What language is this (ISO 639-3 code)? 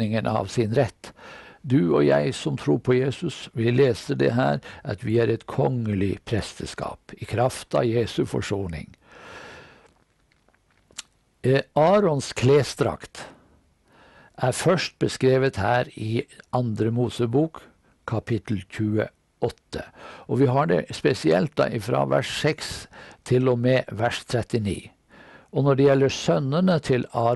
nor